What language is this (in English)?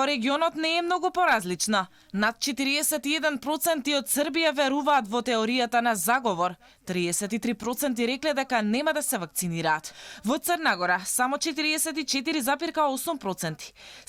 Macedonian